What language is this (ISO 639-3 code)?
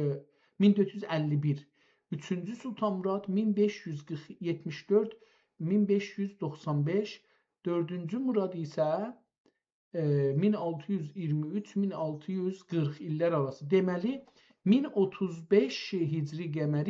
azb